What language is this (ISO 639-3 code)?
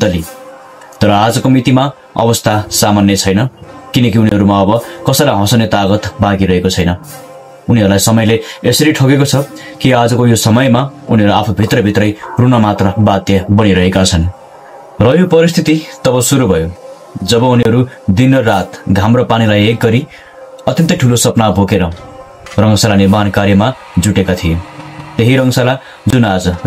nep